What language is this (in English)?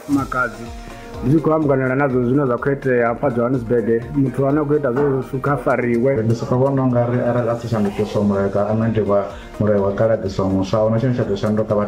Venda